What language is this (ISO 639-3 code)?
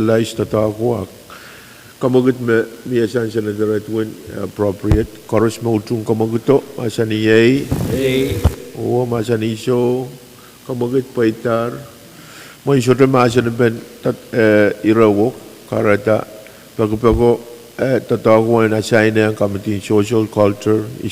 pon